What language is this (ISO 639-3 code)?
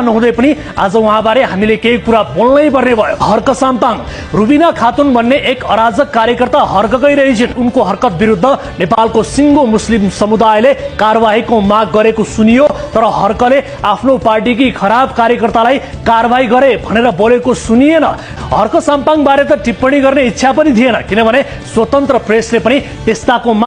nep